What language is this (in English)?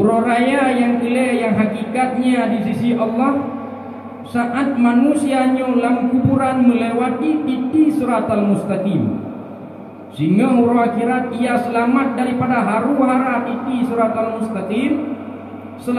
Achinese